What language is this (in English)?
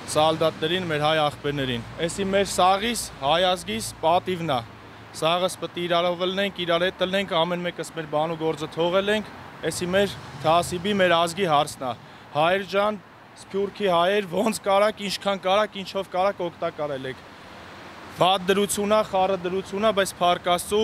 Armenian